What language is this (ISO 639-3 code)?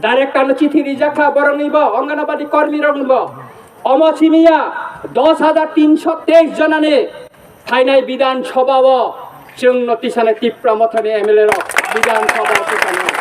trp